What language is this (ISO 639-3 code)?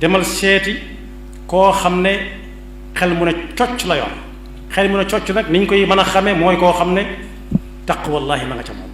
wol